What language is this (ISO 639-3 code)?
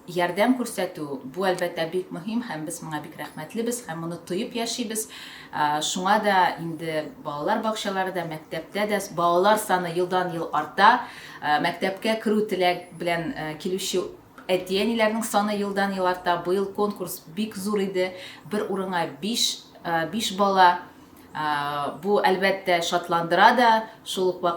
tat